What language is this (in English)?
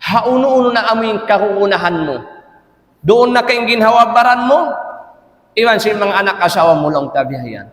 Tausug